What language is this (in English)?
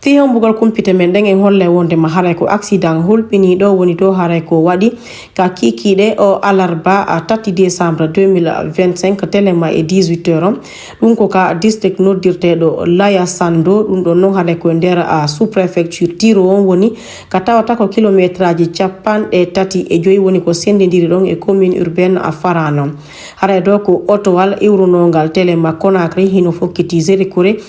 Fula